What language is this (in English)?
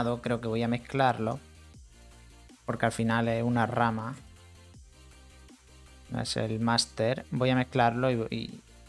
Spanish